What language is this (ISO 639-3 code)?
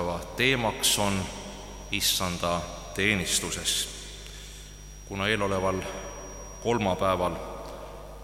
est